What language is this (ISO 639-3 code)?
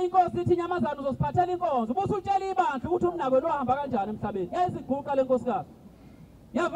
zul